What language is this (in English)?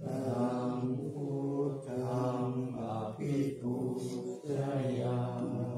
Pali